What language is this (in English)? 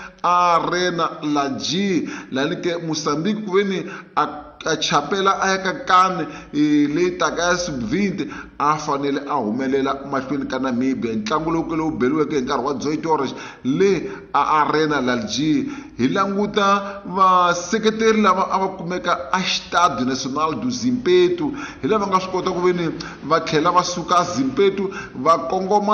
Tsonga